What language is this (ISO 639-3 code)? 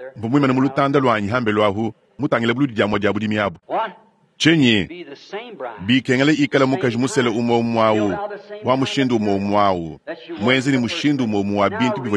lua